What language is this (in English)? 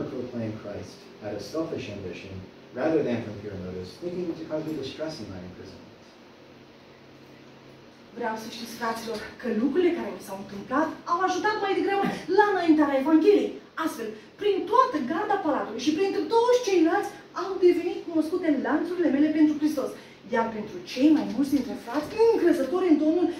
Romanian